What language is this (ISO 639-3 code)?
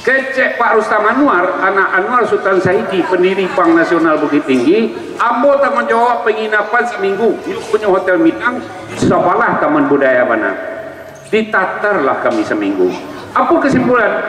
min